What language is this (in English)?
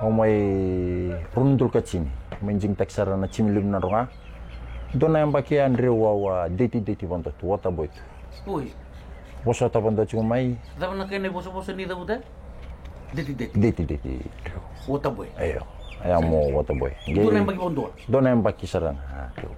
Fijian